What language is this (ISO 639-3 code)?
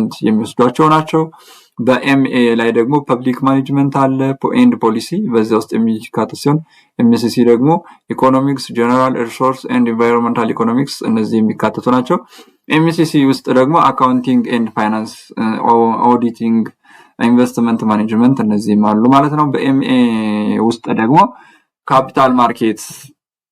amh